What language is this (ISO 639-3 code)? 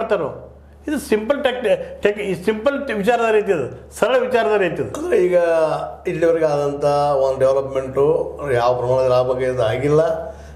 kan